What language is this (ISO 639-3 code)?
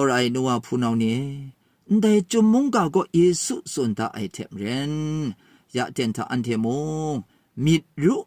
kac